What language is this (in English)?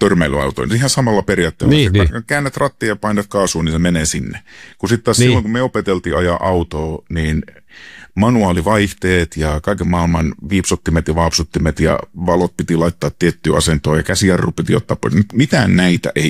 Finnish